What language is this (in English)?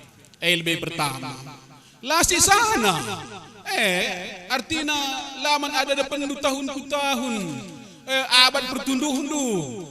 Batak Karo